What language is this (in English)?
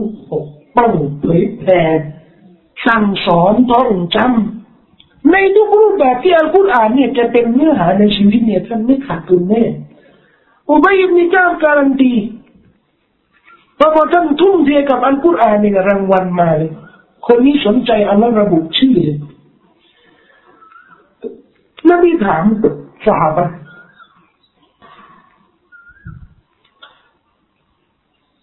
Thai